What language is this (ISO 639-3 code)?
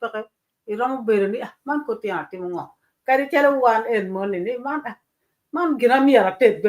ach